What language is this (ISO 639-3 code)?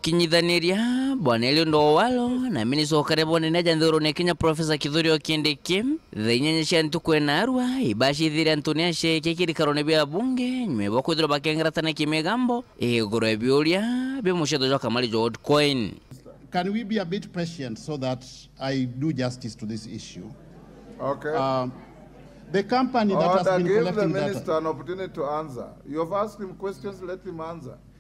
mer